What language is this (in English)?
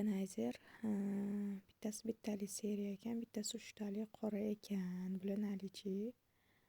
Uzbek